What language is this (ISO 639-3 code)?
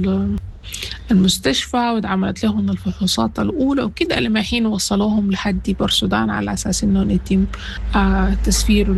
apd